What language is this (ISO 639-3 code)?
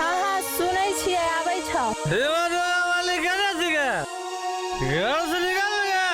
mai